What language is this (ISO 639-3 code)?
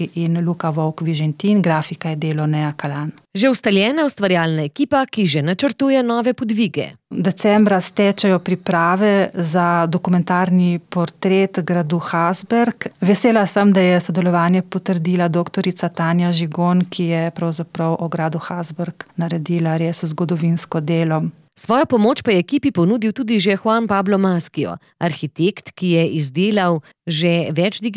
slv